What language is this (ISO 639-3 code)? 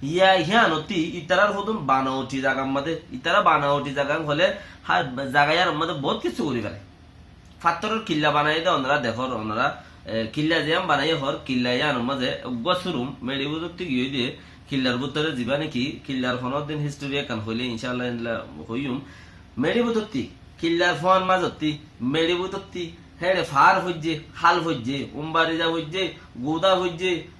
rhg